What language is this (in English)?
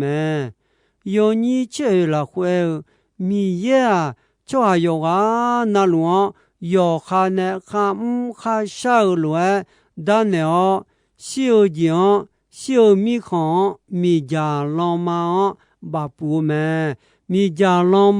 Akha